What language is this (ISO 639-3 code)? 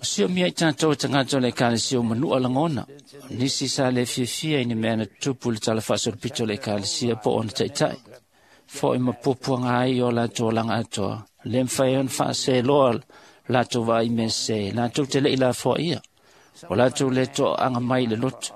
smo